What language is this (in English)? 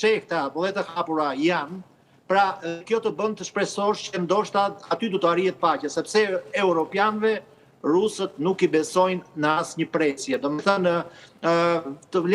Albanian